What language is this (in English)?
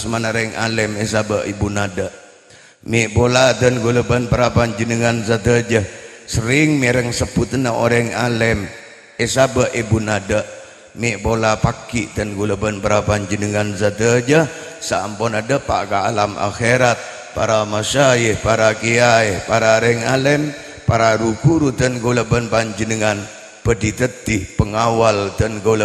Madurese